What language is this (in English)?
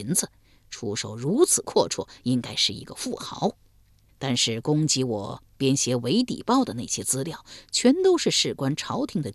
Chinese